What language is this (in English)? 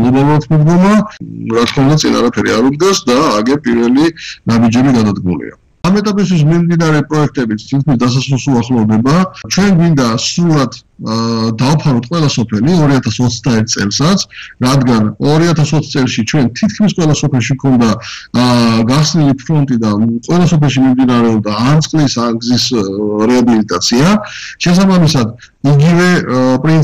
Georgian